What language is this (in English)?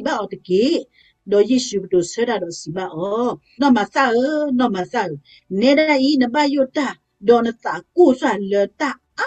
S'gaw Karen